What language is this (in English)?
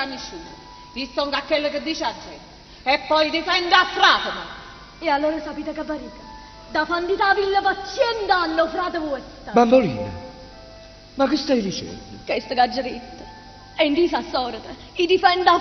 Neapolitan